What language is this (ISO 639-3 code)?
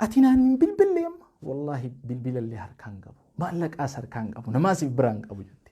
orm